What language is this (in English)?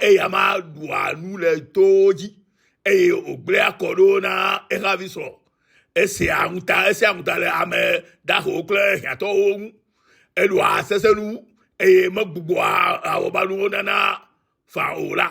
Ewe